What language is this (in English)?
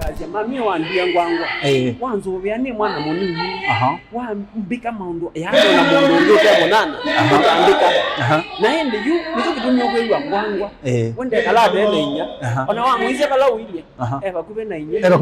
Kamba